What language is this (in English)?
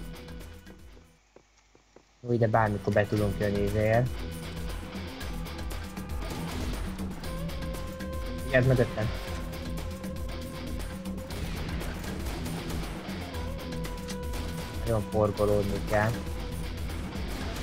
Hungarian